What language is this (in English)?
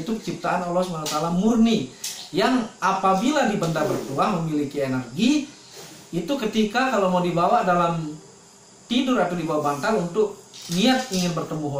Indonesian